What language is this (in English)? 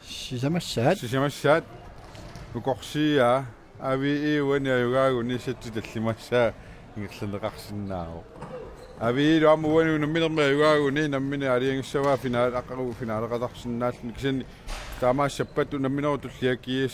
Kalaallisut